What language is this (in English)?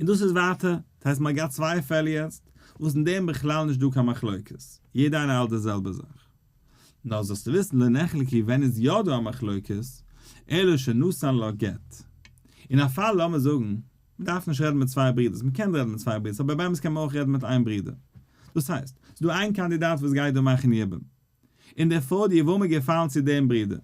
Yiddish